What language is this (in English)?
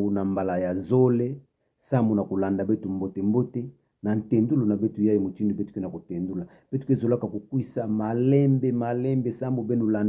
Kituba (Democratic Republic of Congo)